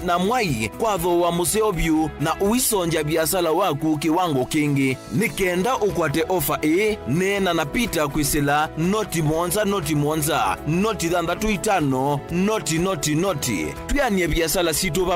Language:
Kamba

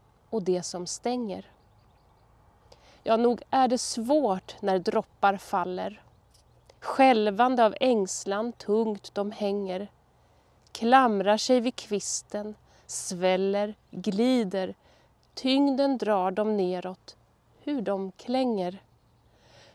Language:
Swedish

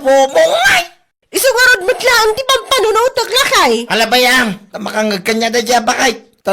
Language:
Iloko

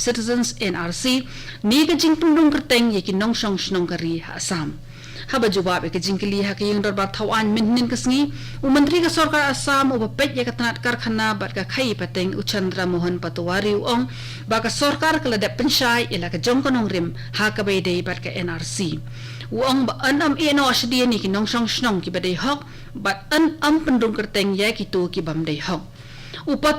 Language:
Khasi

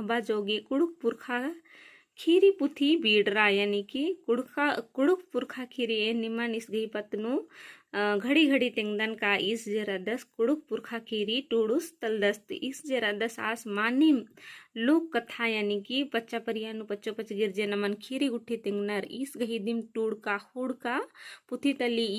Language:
Kurukh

